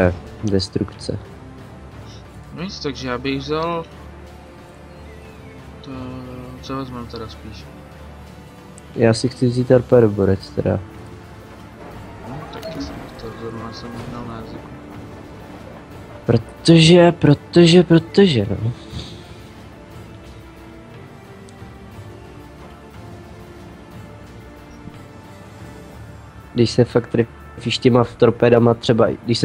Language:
Czech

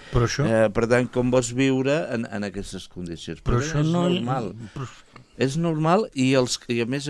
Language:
Catalan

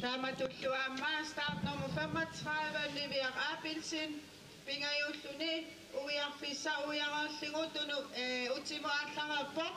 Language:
Kalaallisut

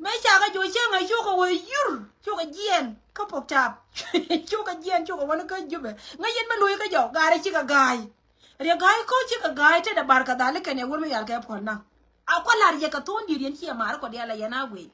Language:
Nuer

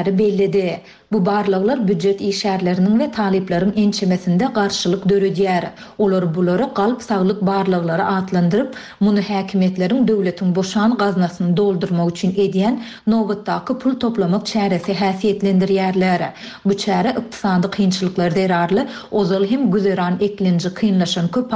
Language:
Turkmen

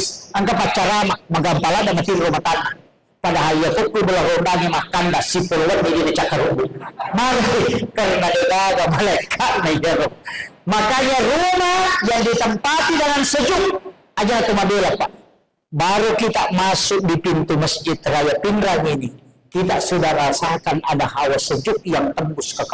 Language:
Buginese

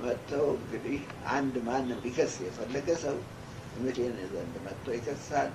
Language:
Amharic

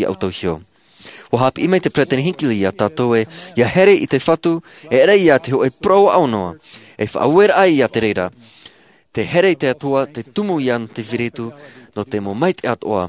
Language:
Tahitian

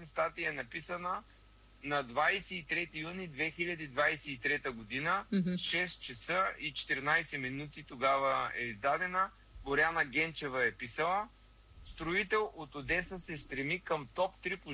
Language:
Bulgarian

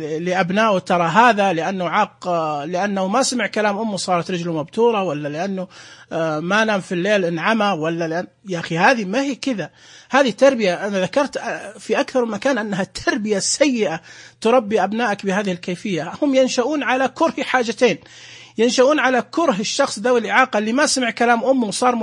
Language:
Najdi Arabic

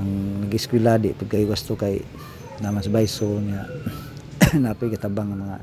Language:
Cebuano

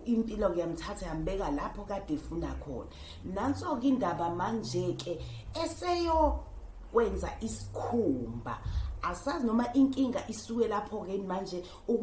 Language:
Zulu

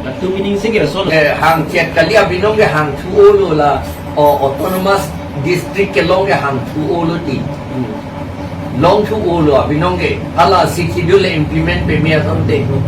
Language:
Karbi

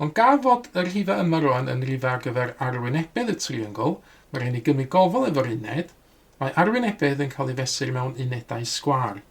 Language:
Welsh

